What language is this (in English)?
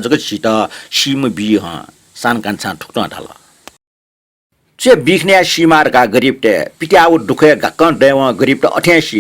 Newari